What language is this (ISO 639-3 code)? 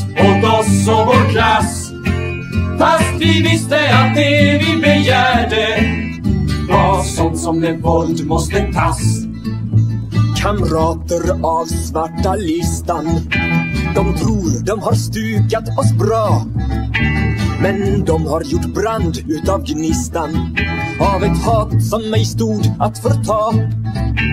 swe